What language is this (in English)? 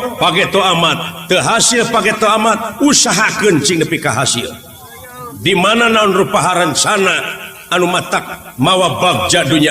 Sundanese